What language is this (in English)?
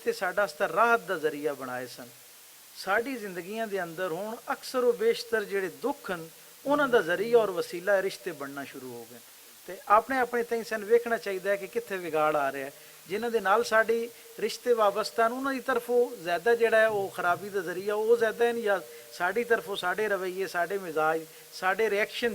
Western Panjabi